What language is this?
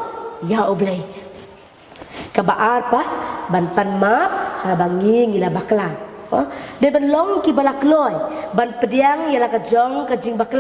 Khasi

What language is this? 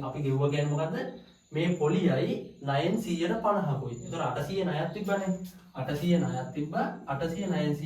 Sinhala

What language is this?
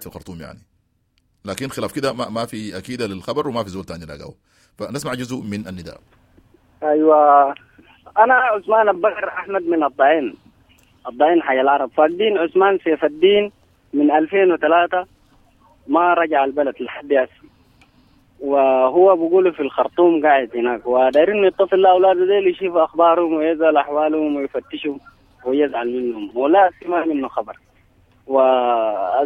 Sudanese Arabic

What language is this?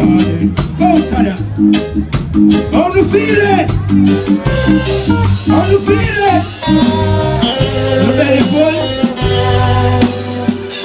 English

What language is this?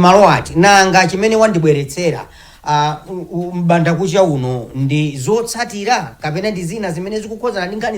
Nyanja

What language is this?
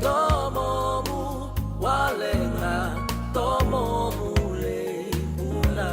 Fijian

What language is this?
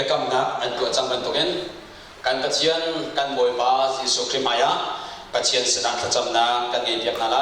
Hakha Chin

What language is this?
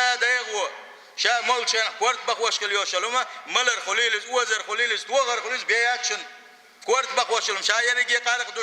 Chechen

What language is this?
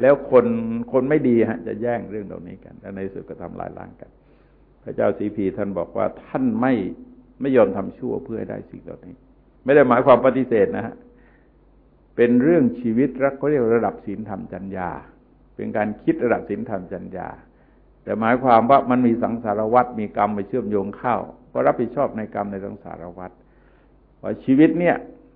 Thai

